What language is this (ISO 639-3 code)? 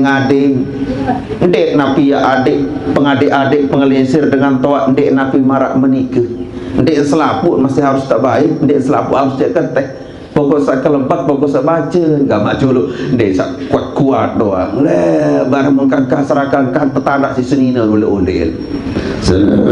sas